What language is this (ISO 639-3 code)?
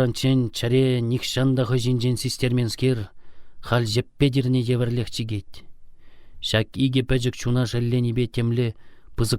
chv